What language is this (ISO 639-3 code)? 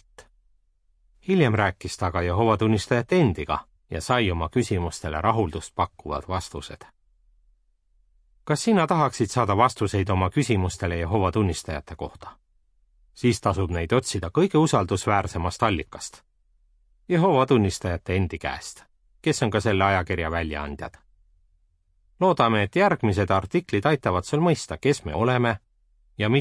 est